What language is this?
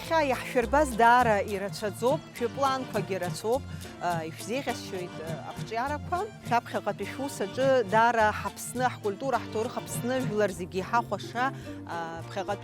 Abkhazian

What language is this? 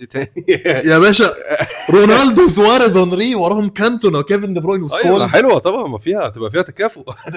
Egyptian Arabic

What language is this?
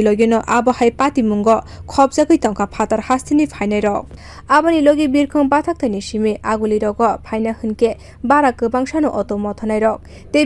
Kok Borok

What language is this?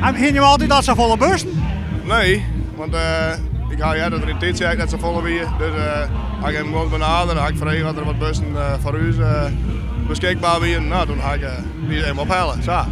Western Frisian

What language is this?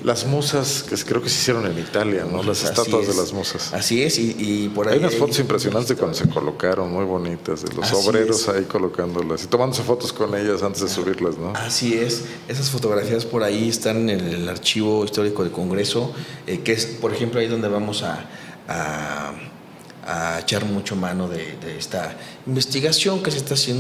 Spanish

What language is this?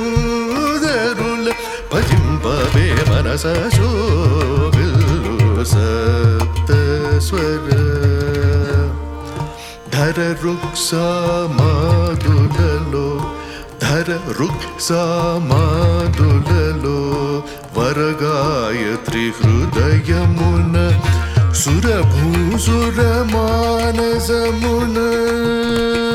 Telugu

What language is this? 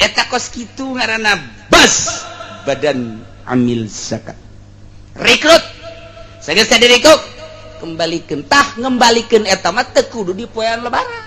Sundanese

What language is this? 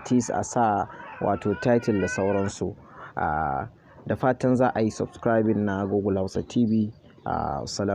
Hausa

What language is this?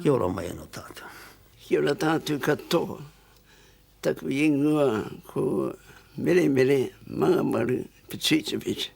Māori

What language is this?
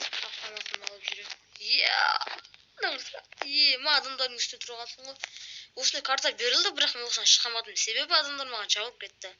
Kazakh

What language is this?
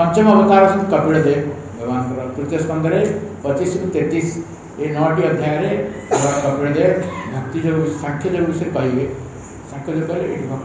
Odia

